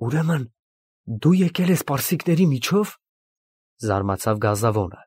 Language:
Armenian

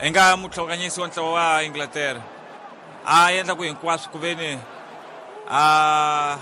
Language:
Tsonga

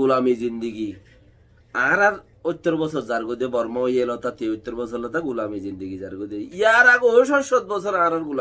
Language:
Rohingya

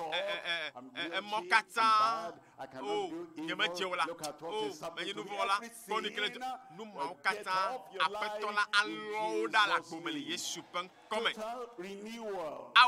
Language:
Ewe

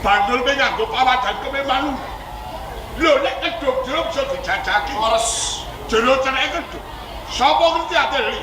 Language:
Javanese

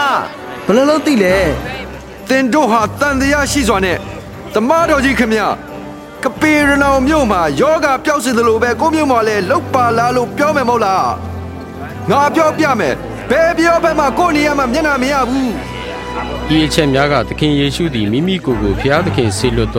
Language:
Burmese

